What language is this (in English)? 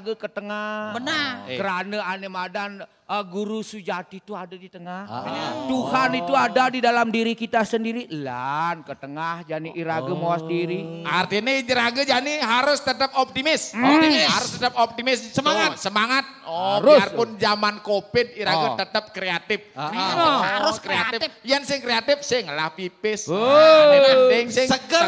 Balinese